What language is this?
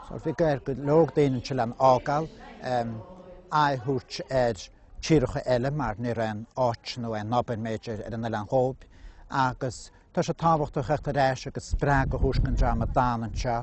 Irish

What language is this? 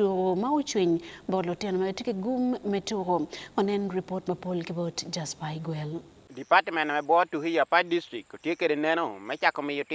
Acoli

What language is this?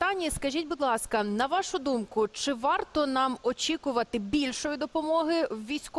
Ukrainian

